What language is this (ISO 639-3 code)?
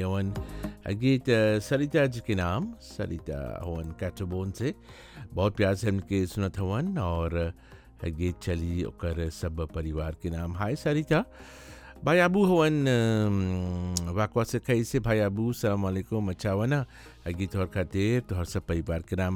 bho